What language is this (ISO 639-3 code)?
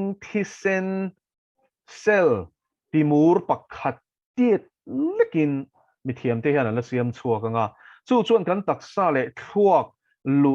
lus